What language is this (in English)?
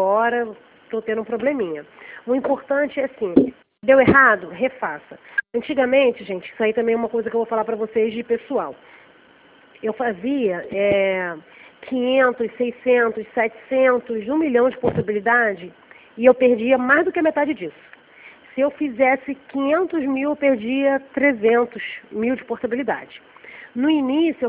Portuguese